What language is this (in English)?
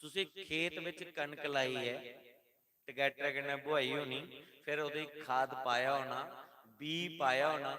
Dogri